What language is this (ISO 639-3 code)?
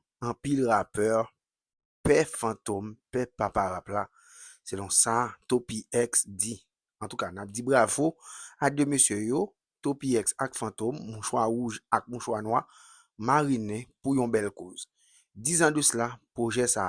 hat